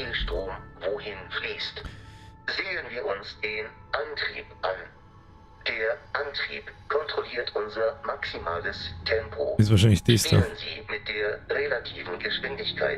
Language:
Bavarian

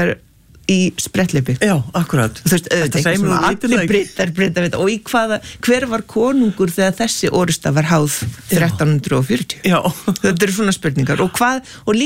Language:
Icelandic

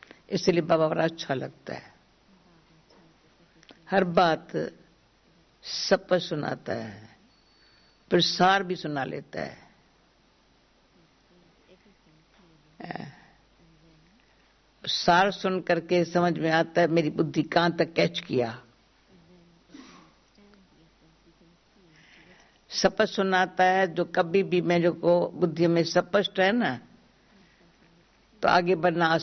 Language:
Hindi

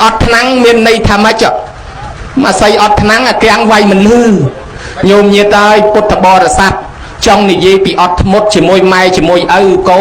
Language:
Khmer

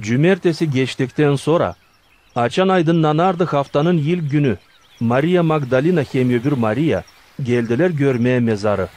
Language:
Gagauz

